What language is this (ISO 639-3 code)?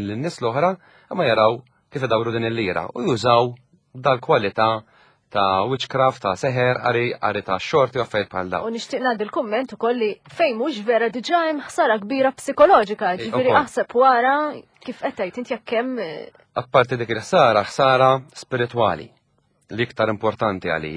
mlt